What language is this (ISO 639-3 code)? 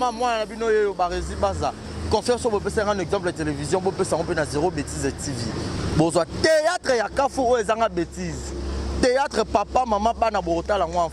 lin